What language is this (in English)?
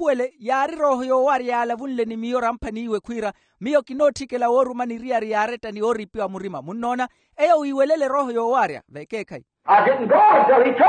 Makhuwa